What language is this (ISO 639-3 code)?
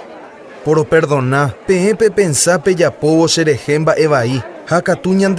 grn